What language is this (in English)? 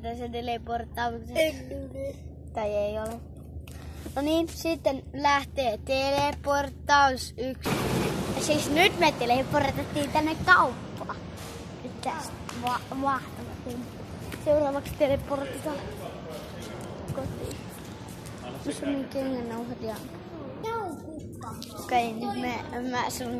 Finnish